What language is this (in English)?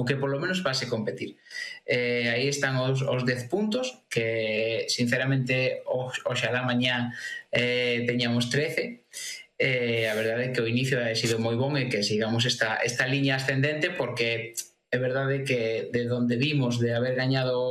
Galician